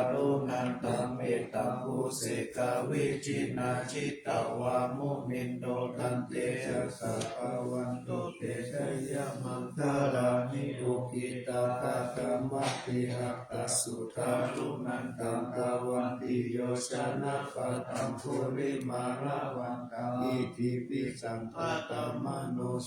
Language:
Pali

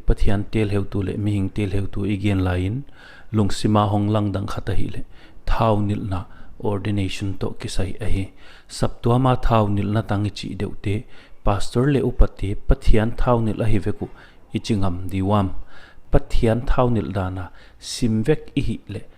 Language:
Paite Chin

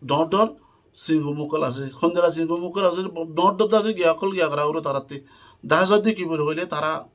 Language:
Rohingya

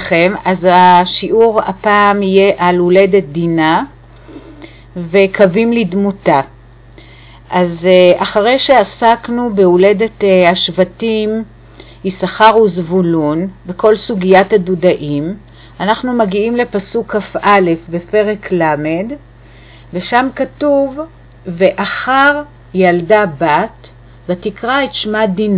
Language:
Hebrew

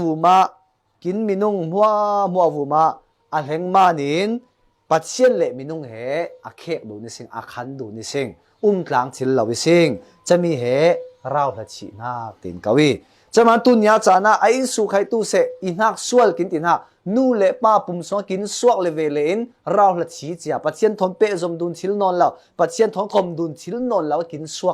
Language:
Falam Chin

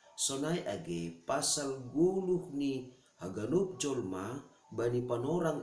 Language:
Batak Simalungun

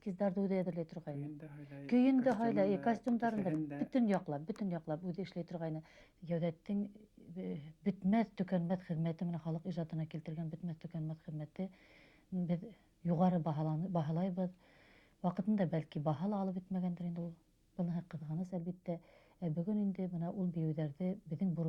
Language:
Bashkir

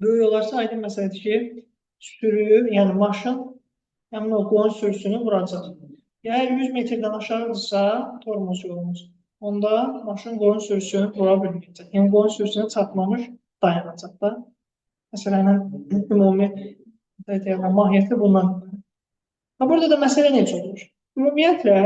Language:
Azerbaijani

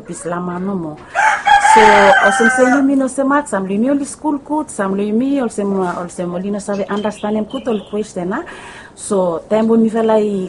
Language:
Bislama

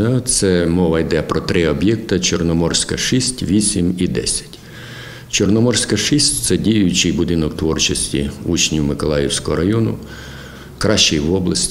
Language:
Ukrainian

